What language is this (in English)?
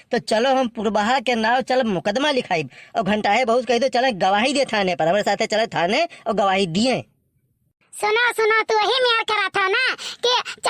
Awadhi